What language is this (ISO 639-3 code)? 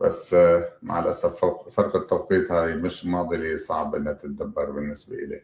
apc